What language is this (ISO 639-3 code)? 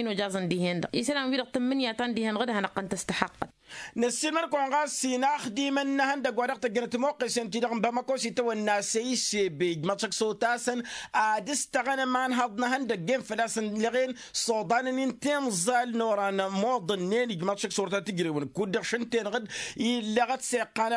taq